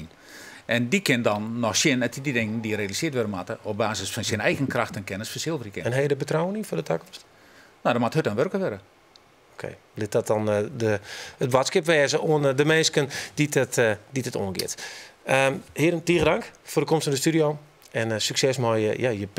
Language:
Western Frisian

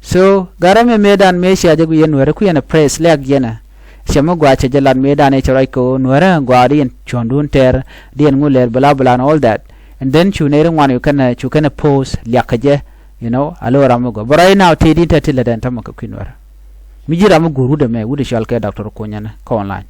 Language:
Nuer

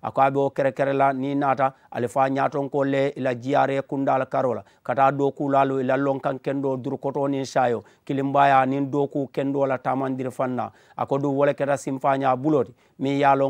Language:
Mandingo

